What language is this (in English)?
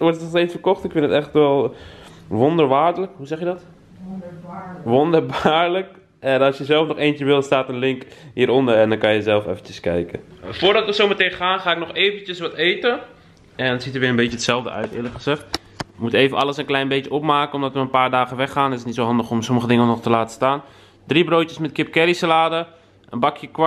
Dutch